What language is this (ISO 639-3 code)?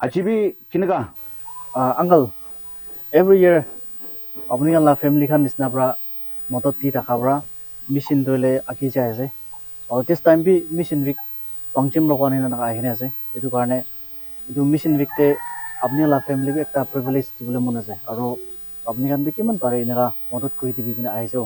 nag